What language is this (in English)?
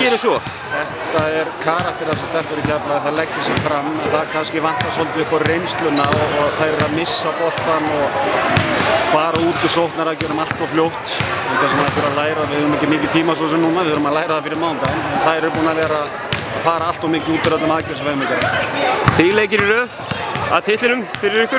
Icelandic